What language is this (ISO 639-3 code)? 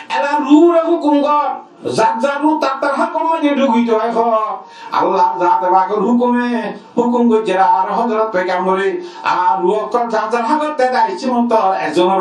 rhg